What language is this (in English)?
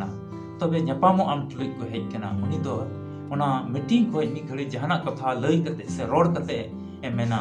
Santali